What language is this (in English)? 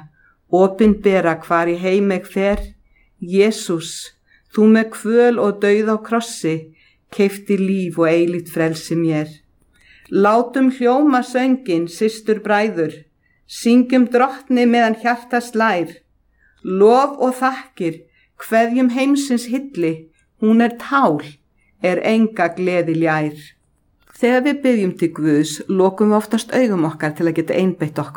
Icelandic